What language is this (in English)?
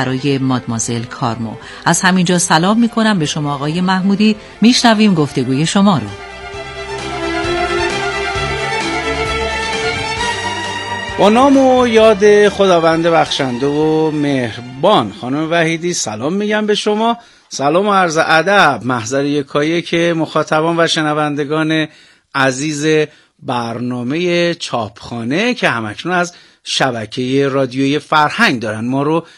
Persian